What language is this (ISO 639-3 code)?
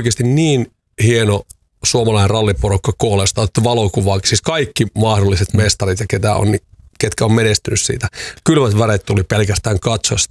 fin